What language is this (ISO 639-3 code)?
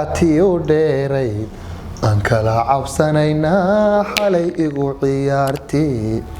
som